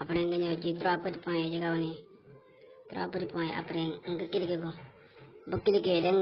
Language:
Wolof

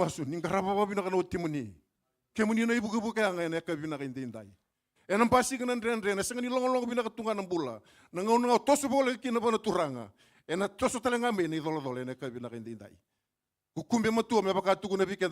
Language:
Fijian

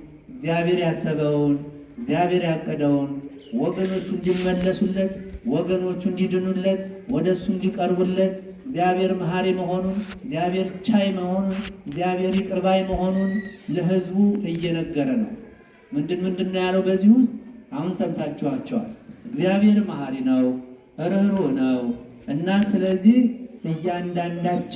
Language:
Amharic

